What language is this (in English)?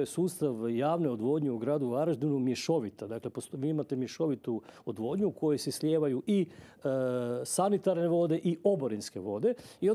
Croatian